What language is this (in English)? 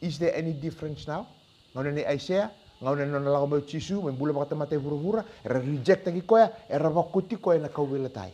Fijian